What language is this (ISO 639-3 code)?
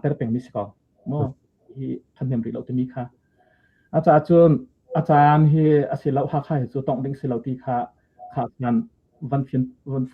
cnh